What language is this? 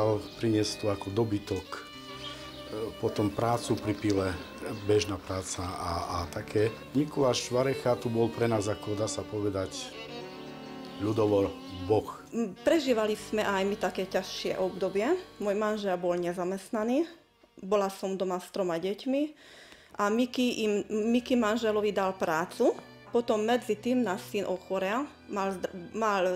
Slovak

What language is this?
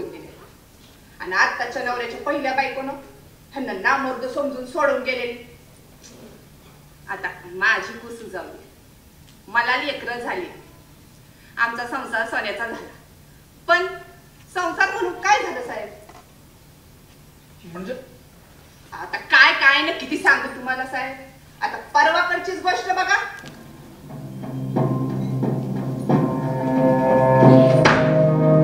Marathi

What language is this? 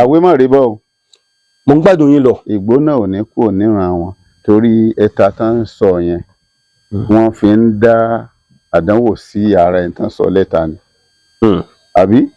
Yoruba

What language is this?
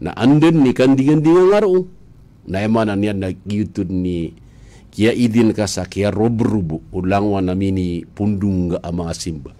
Maranao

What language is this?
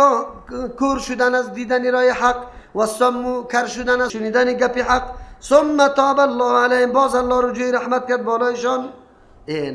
Persian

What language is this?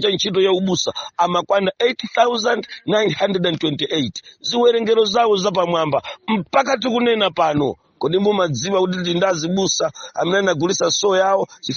Nyanja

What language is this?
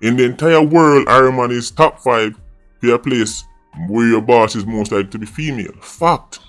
Jamaican Creole English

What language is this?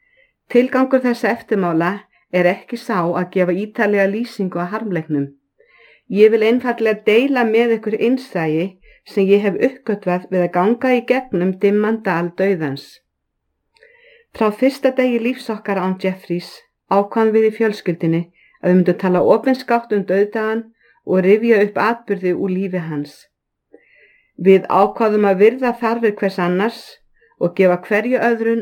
Icelandic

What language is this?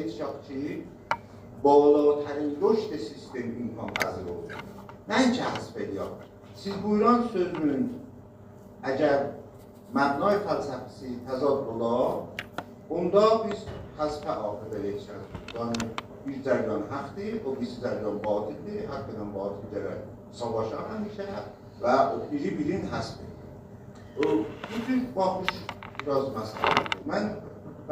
South Azerbaijani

